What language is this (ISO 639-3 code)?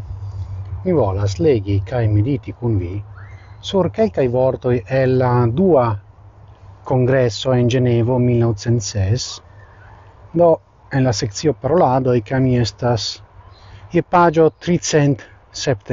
epo